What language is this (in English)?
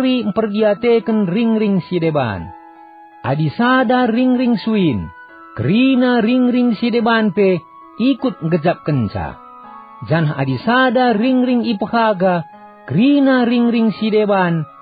Batak Karo